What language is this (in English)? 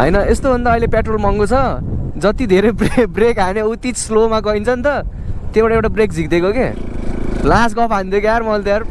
Nepali